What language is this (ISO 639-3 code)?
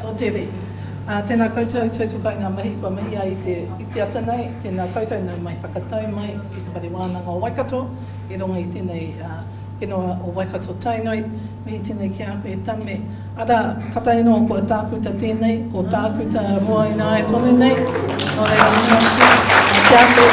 mri